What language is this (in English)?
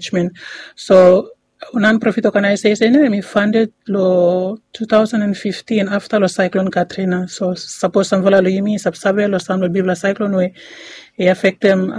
Bislama